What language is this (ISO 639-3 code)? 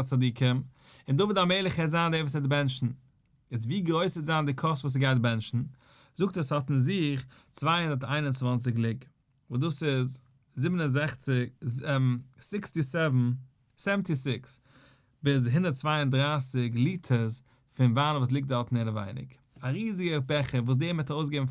yid